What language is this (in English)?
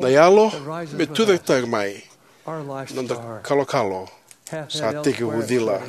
Fijian